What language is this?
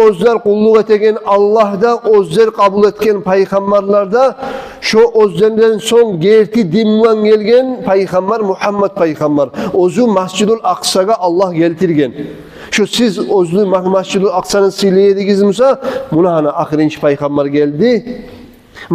Kumyk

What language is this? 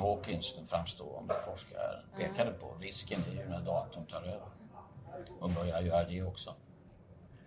Swedish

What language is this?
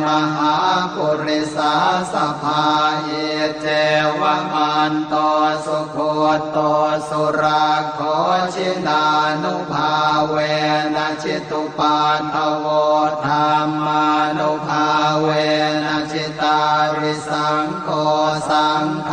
Pali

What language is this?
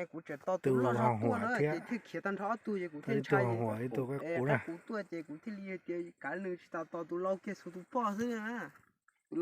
Hmong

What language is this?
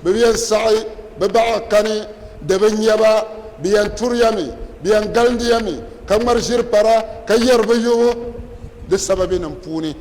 Dagbani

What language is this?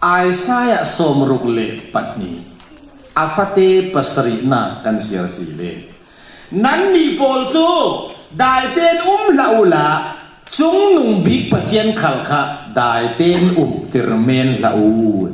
Falam Chin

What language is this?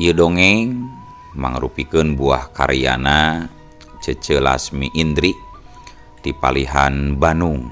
Sundanese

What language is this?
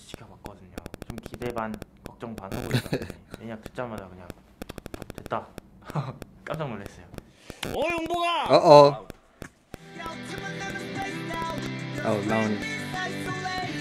Korean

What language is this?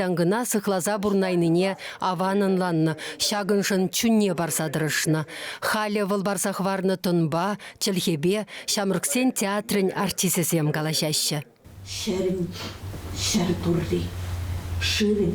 Chuvash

